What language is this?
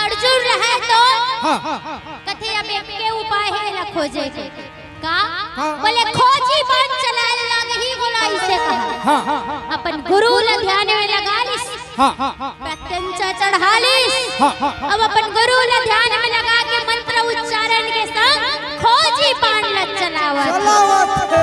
Chhattisgarhi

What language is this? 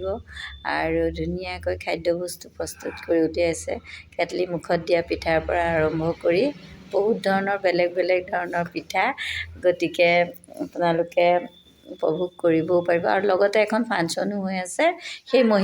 Assamese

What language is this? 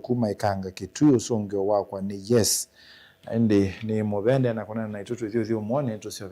Kamba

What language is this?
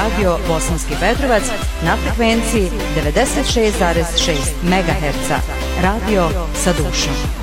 Bosnian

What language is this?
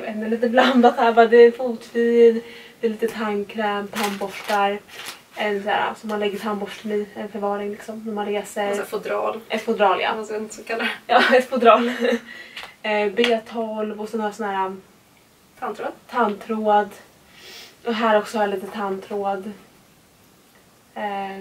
Swedish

